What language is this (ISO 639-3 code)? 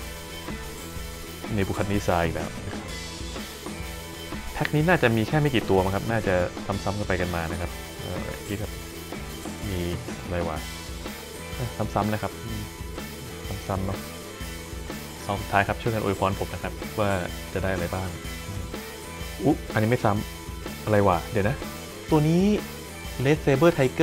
tha